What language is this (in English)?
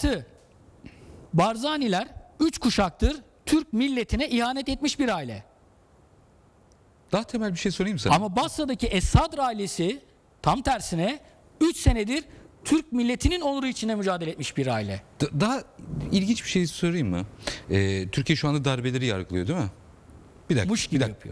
Turkish